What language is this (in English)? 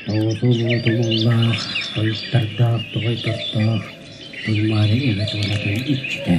Yakut